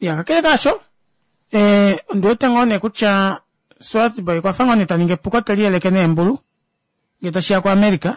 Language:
Kuanyama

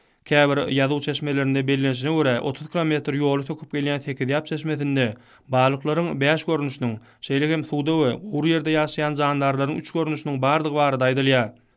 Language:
Turkmen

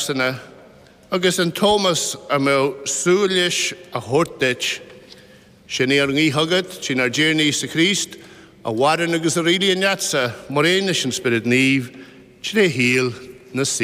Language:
Irish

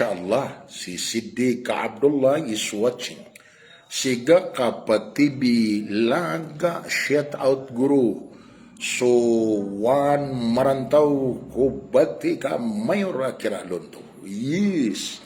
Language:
Maranao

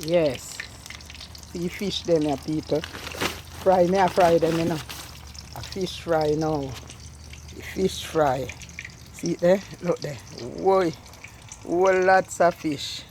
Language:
Jamaican Creole English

